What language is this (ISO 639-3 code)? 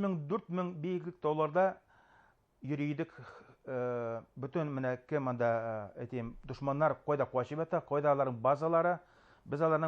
bak